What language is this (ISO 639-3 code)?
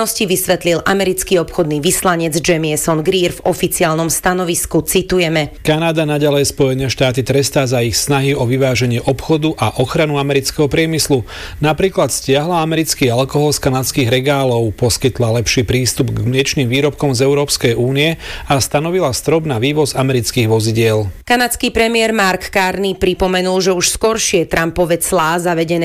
slk